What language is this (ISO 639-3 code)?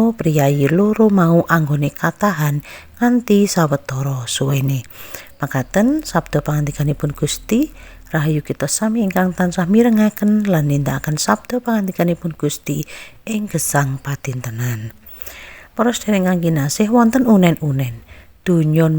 jav